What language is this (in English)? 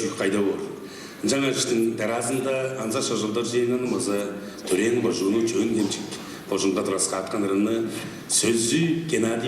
Tuvinian